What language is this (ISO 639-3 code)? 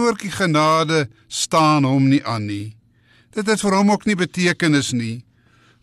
afr